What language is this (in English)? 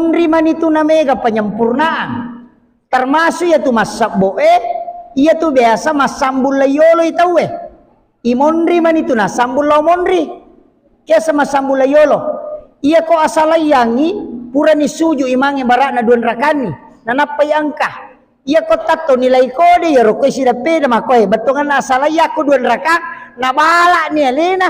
Buginese